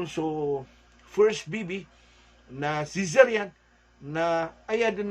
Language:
Maranao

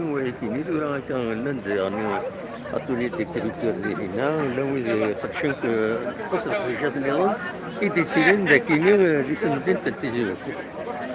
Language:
Kabyle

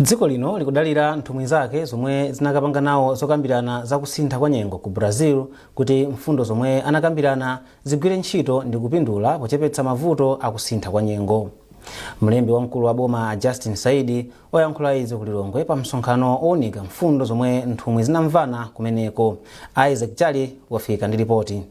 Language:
Nyanja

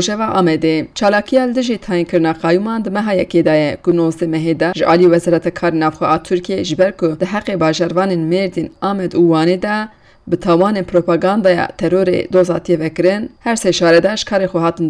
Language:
Kurdish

